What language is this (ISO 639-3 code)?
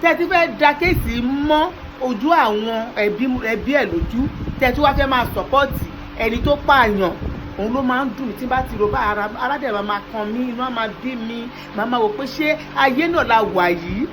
yor